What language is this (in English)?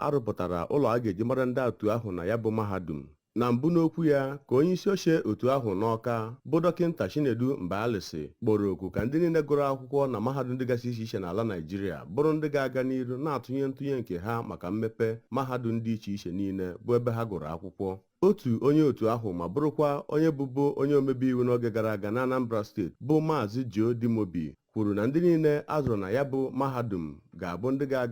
Igbo